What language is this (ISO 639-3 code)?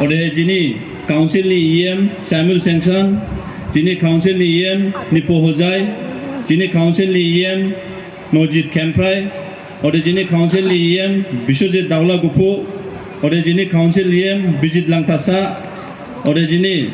dis